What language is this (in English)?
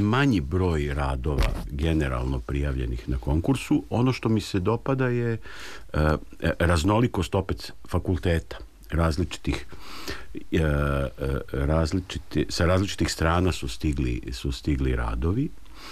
Serbian